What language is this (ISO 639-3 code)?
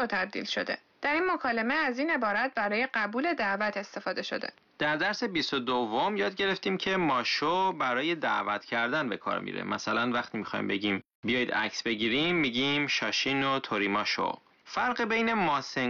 fas